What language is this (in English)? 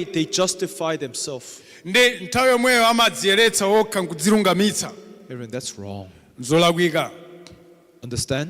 Nyanja